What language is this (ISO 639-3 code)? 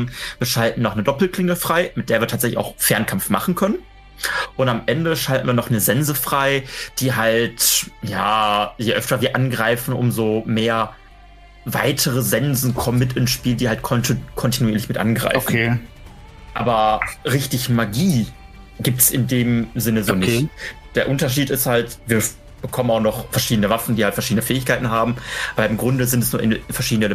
deu